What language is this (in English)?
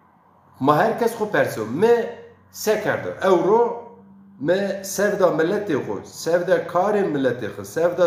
Zaza